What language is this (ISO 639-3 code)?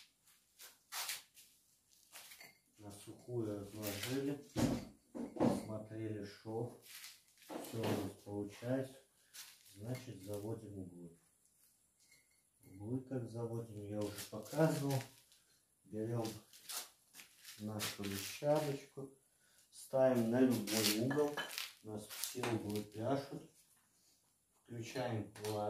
rus